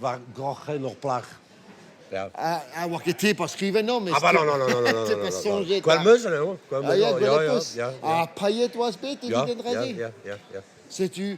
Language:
Breton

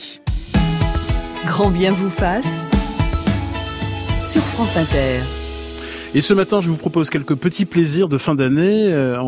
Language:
French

